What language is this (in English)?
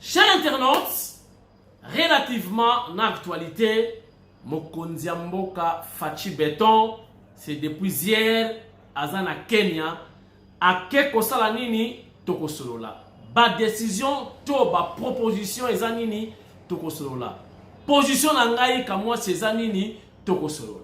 Lingala